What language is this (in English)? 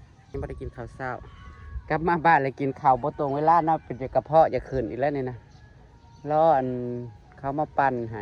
Northeastern Thai